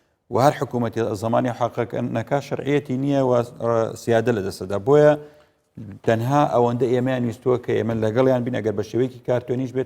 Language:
Central Kurdish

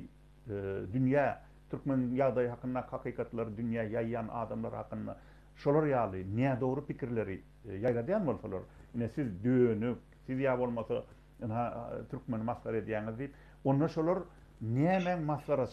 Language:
Turkmen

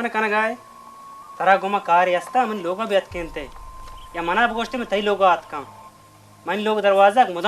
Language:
Baluchi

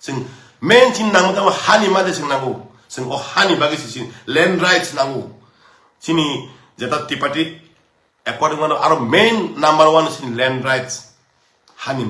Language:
Kok Borok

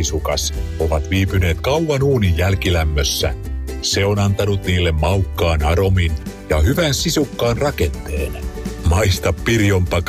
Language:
Finnish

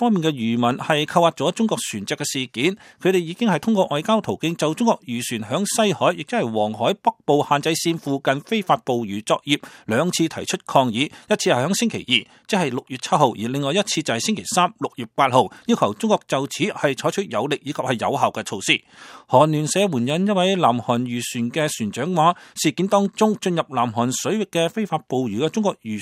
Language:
Cantonese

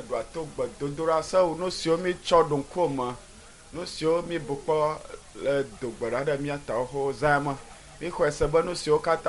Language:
Ewe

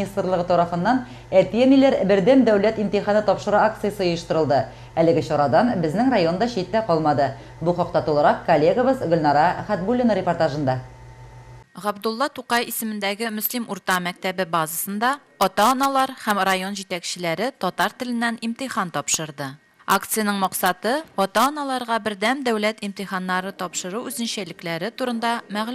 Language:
Tatar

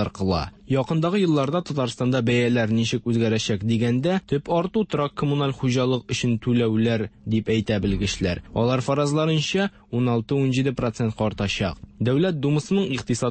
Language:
Tatar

